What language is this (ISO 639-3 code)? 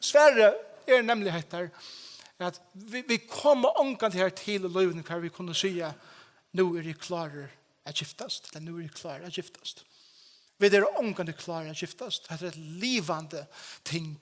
fao